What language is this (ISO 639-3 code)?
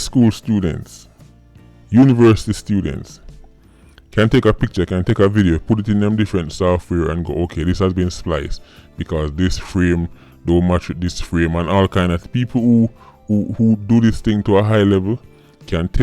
jam